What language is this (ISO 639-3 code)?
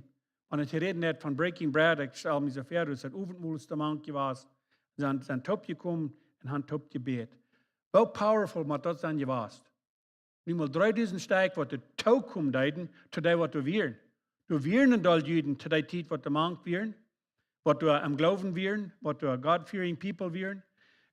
pdt